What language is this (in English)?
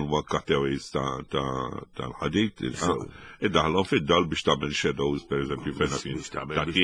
Maltese